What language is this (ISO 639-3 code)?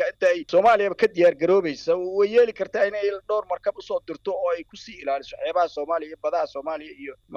som